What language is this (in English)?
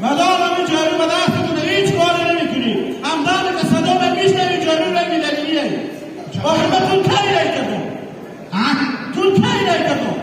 Hazaragi